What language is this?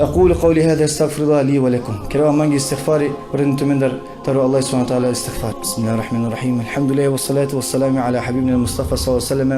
Balkan Romani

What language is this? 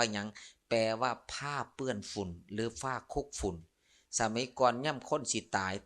Lao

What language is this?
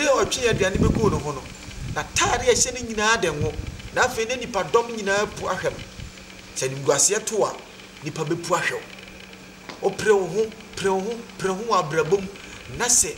Akan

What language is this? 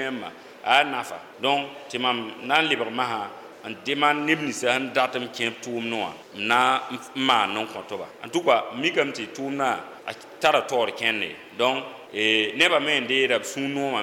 Mossi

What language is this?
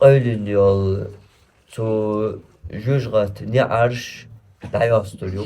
Chechen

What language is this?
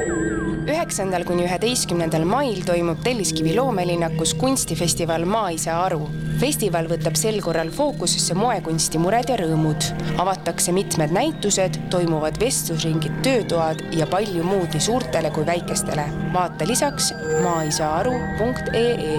Estonian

